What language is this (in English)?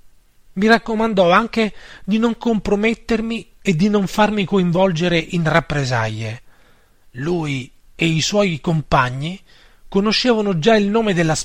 Italian